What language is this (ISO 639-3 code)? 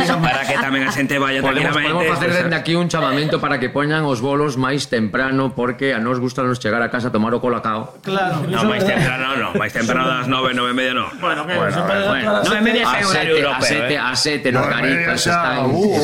glg